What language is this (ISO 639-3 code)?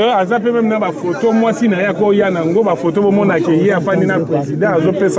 lin